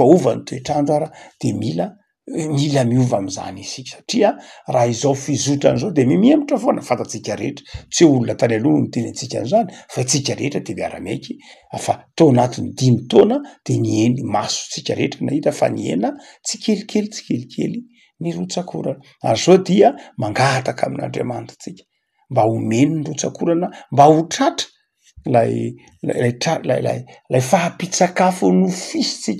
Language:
Malagasy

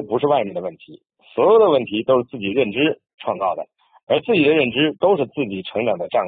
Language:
Chinese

